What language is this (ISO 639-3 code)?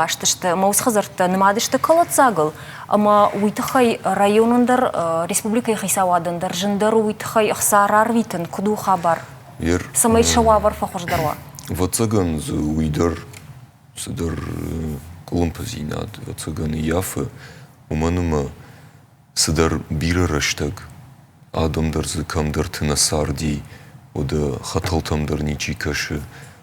oss